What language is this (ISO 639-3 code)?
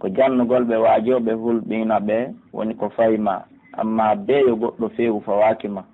fuf